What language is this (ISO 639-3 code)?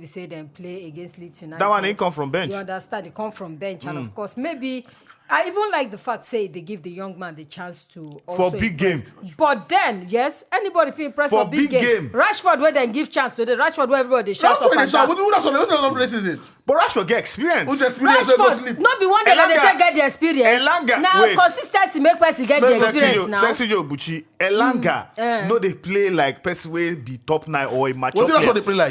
pcm